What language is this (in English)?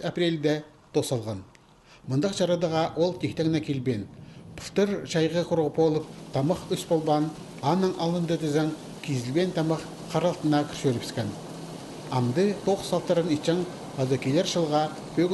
Khakas